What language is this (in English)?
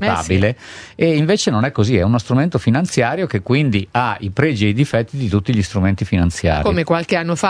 Italian